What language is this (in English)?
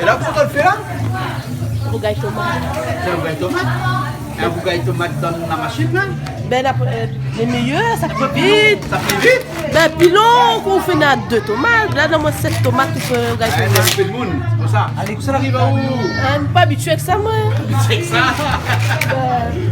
Réunion Creole French